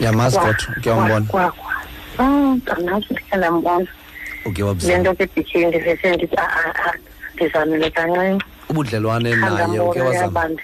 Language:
Xhosa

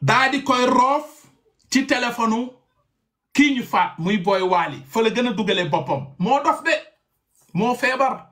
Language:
Wolof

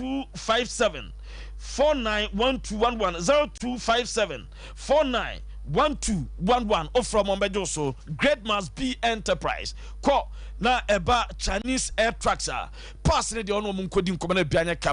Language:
Akan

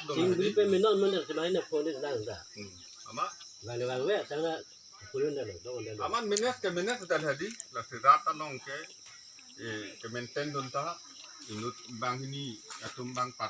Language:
Karbi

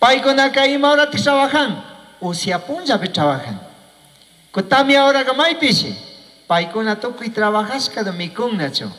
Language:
Chimborazo Highland Quichua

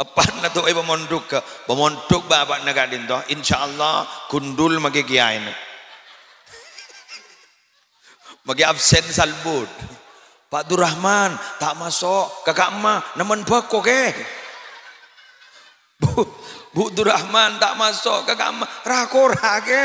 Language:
Madurese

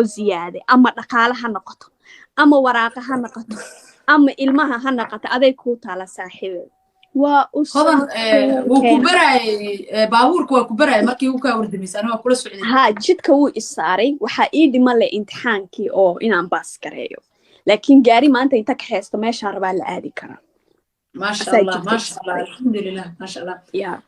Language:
Somali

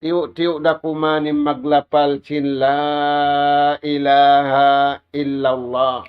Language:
Tausug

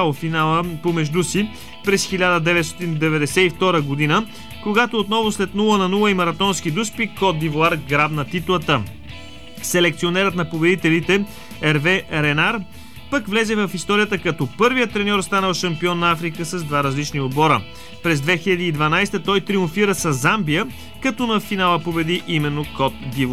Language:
Bulgarian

